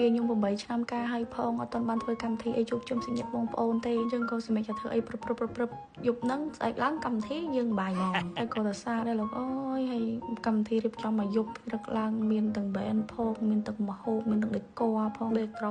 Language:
Khmer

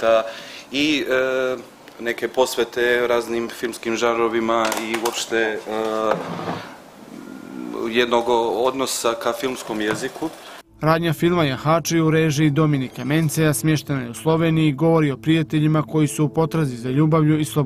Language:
Bosnian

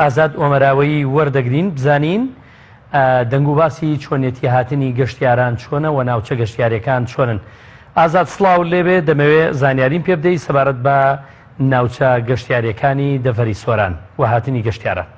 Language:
Central Kurdish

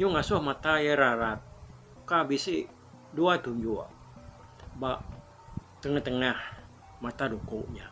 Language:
Iban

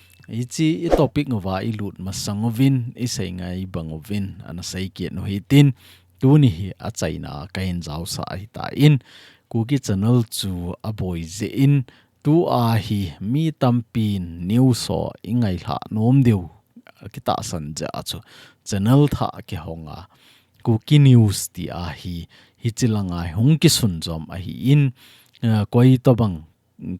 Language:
Thado Chin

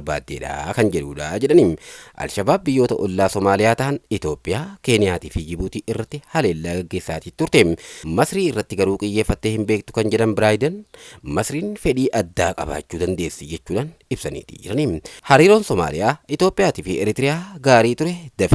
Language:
Oromo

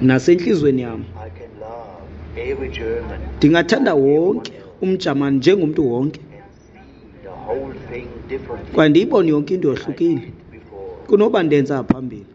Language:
Xhosa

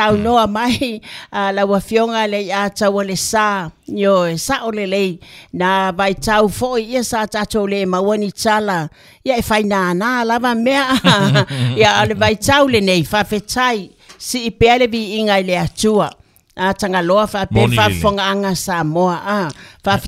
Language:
Samoan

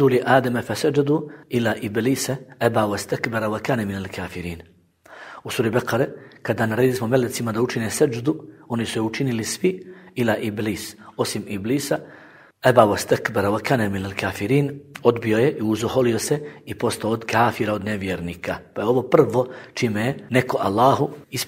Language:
Bosnian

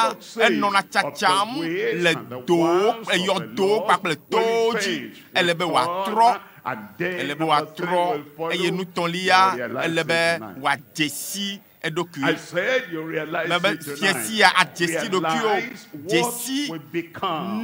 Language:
Ewe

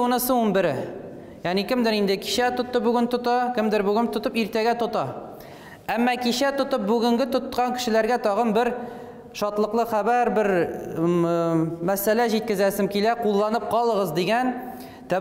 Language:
Tatar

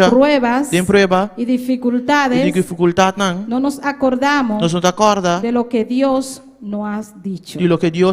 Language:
Papiamento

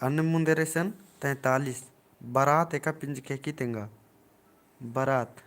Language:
Kurukh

